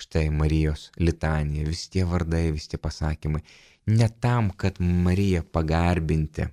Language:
Lithuanian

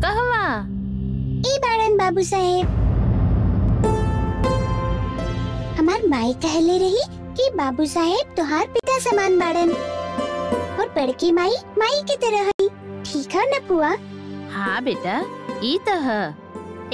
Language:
Bhojpuri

